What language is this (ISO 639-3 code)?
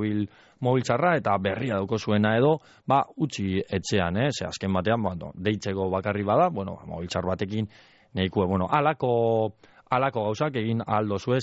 eus